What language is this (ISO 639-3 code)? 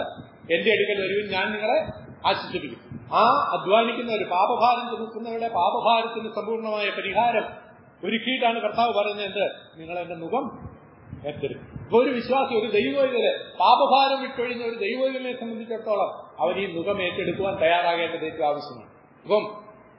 mal